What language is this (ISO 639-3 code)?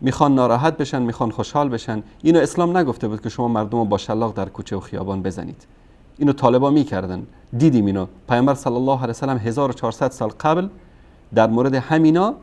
fas